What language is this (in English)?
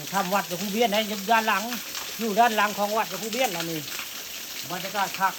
Northeastern Thai